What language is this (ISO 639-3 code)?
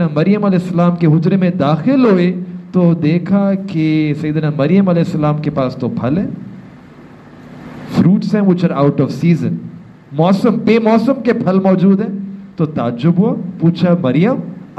urd